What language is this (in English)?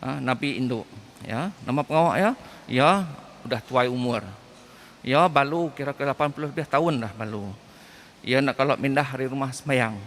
Iban